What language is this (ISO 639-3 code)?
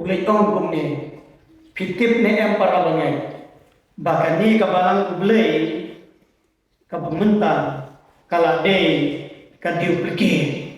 kha